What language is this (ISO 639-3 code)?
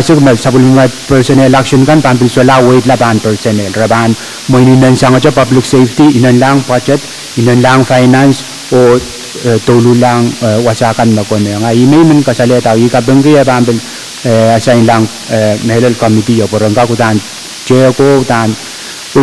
pon